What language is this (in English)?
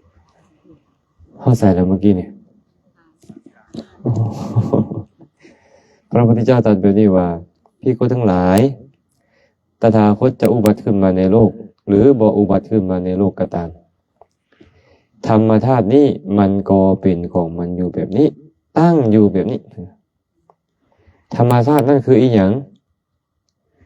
Lao